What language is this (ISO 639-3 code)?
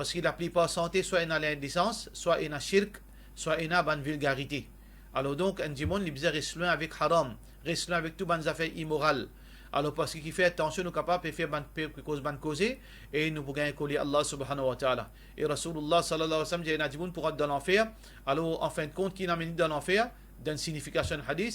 mfe